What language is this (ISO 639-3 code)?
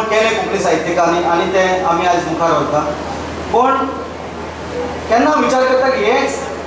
kok